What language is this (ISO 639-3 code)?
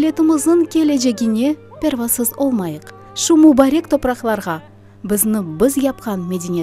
crh